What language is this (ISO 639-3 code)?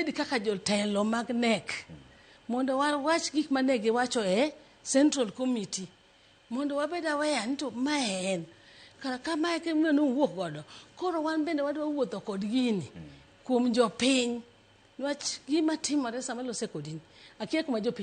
luo